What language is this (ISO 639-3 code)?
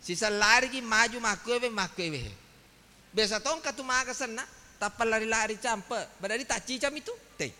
bug